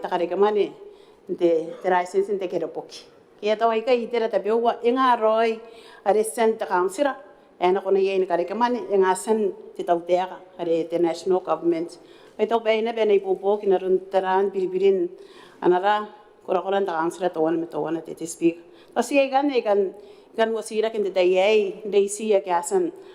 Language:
Gilbertese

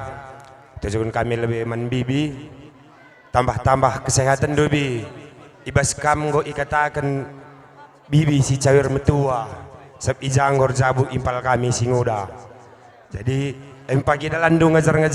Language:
Batak Karo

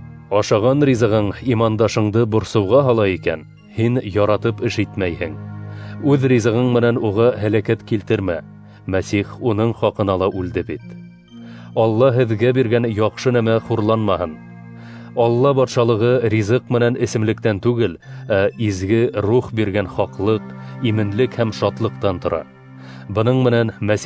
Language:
Bashkir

